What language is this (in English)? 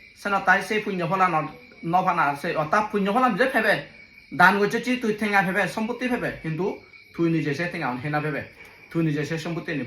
Chakma